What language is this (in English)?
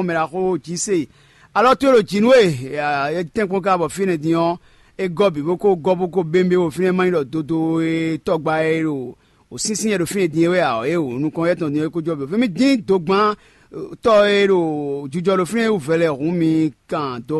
Fon